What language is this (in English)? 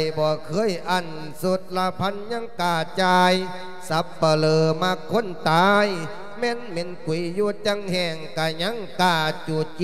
Lao